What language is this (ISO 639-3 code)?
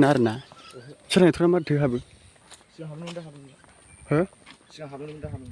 brx